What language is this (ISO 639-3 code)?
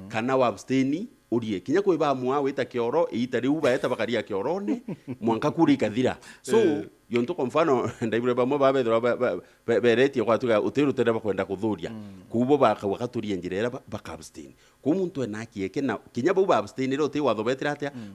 mer